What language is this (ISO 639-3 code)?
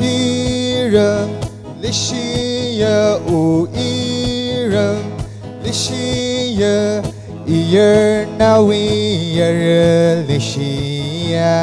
nmf